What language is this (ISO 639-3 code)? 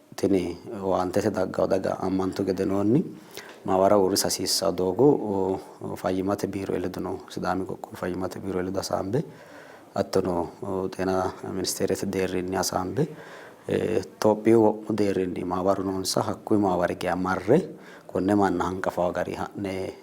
sid